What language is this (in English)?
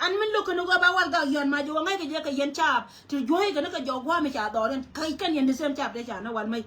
Nuer